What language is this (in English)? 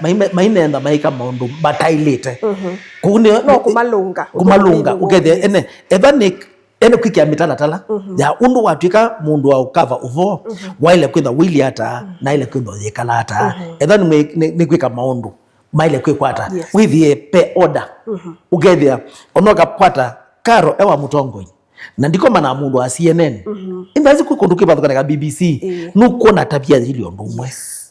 Kamba